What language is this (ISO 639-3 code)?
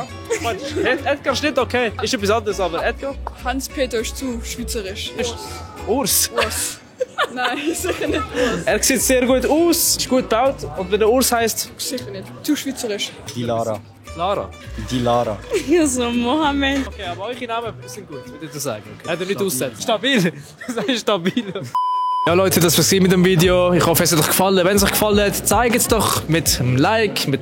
gsw